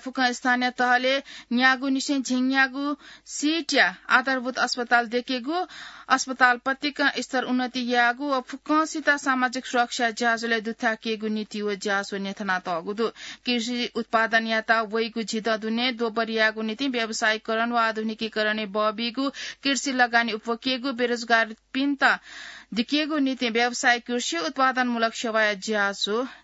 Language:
Newari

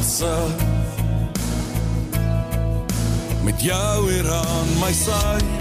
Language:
Afrikaans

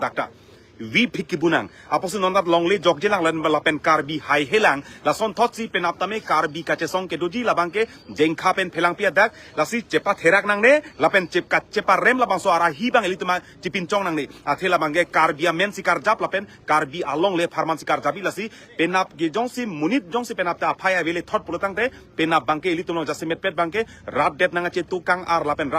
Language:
Karbi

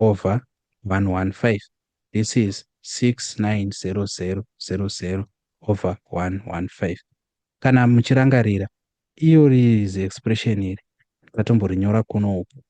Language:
Shona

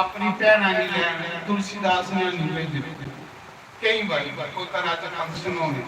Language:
Dogri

